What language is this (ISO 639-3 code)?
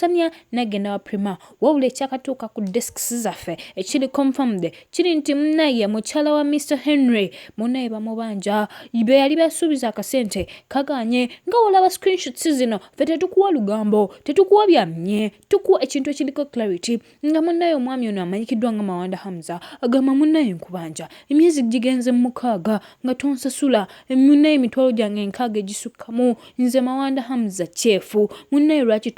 lug